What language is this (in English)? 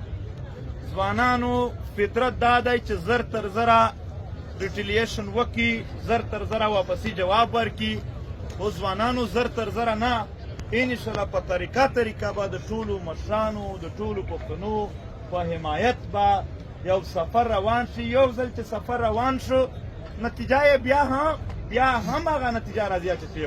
Pashto